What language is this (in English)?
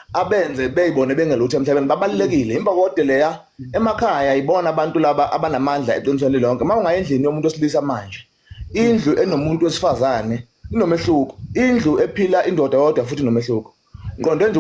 Zulu